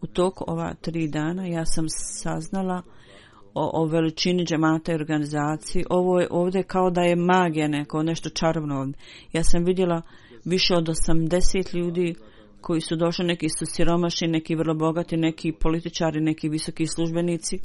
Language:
Bosnian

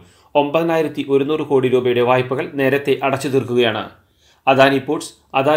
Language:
Malayalam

